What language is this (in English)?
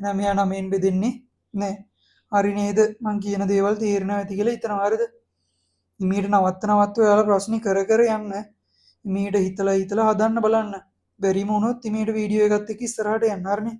Sinhala